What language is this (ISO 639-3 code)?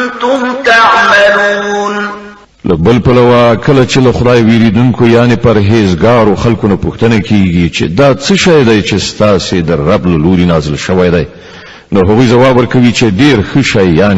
pus